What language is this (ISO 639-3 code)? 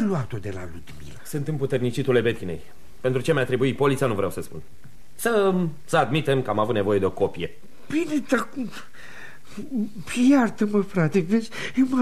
ron